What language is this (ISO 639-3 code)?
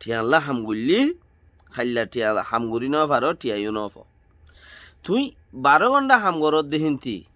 rhg